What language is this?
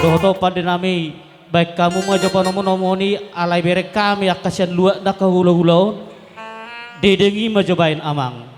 Batak Toba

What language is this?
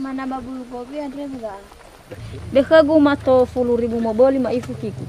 Nias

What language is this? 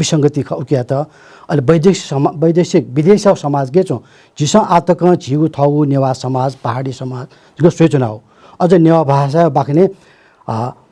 Newari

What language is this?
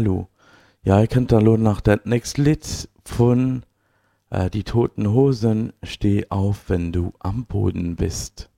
Luxembourgish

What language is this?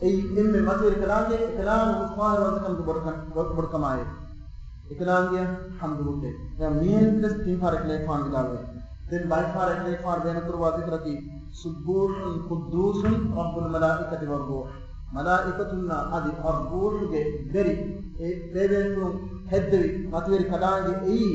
Divehi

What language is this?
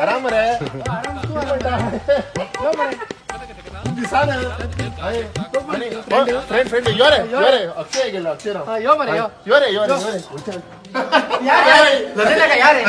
Konkani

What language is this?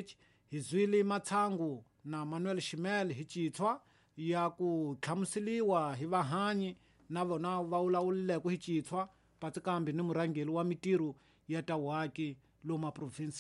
Tsonga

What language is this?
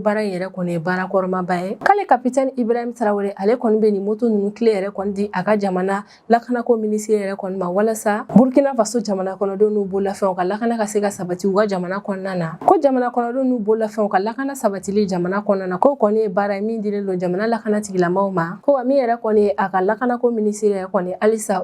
Bambara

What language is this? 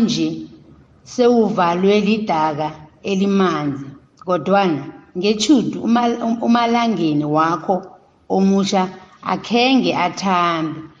South Ndebele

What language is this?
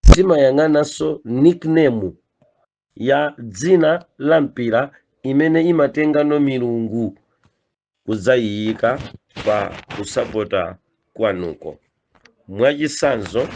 Nyanja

